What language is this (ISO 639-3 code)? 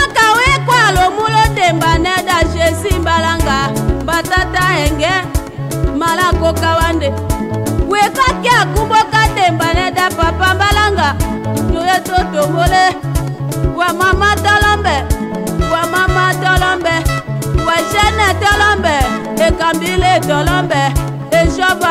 tll